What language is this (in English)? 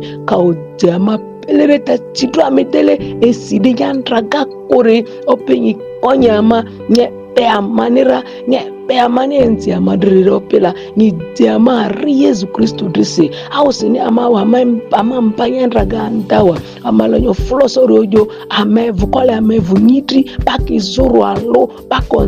Ma'di